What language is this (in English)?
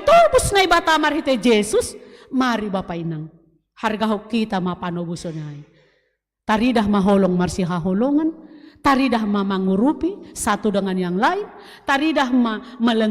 Batak Simalungun